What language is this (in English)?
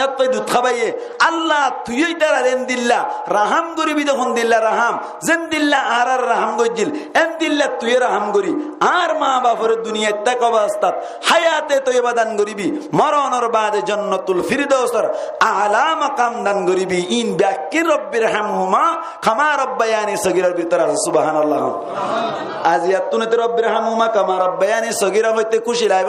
Rohingya